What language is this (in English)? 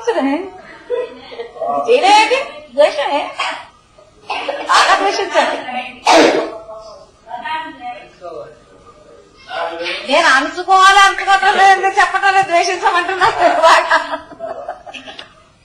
Telugu